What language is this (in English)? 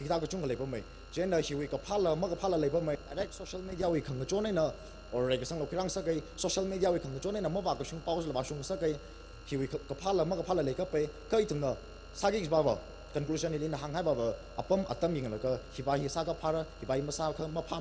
Tangkhul Naga (India)